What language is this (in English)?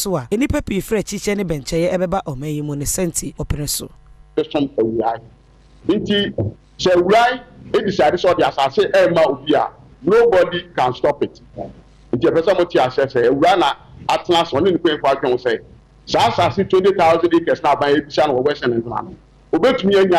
Akan